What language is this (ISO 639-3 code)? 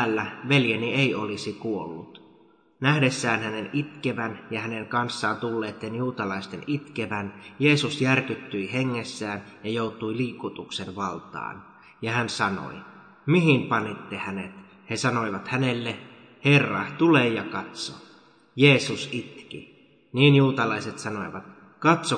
fin